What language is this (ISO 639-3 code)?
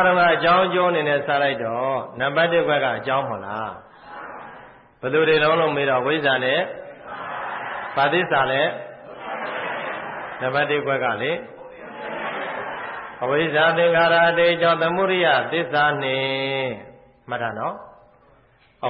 mya